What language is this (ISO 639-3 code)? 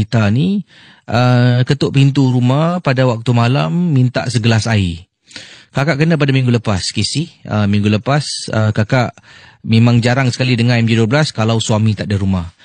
msa